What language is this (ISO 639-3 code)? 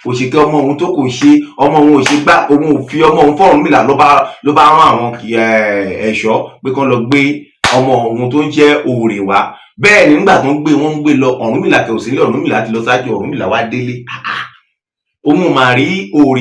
yor